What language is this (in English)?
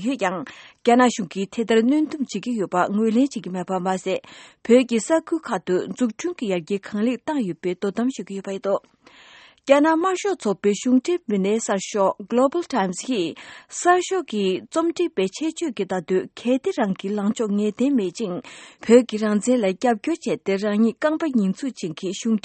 Tibetan